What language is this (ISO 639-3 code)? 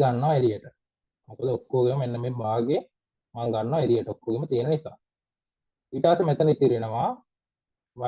sin